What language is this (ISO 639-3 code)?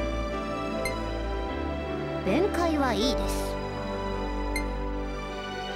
jpn